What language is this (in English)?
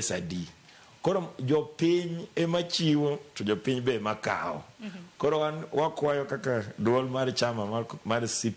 Luo (Kenya and Tanzania)